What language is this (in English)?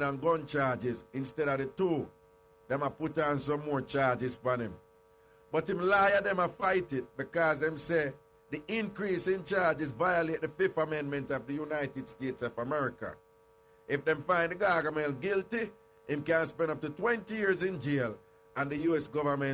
Jamaican Creole English